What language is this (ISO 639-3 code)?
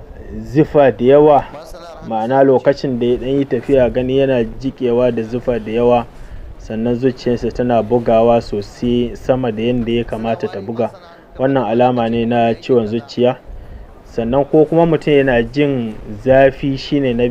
hau